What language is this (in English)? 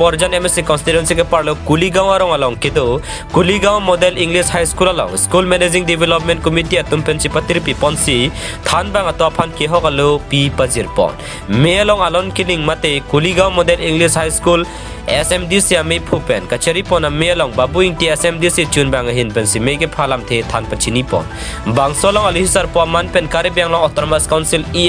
Karbi